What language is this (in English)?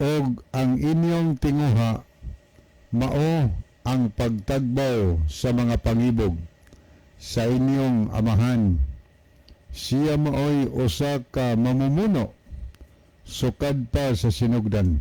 Cebuano